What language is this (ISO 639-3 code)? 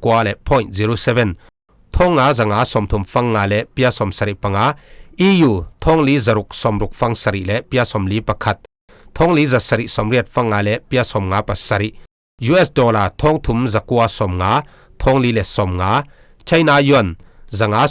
cfm